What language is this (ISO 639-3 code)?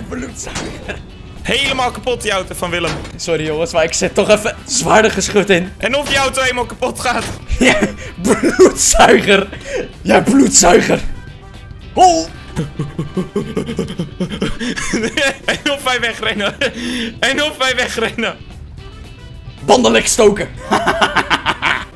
nld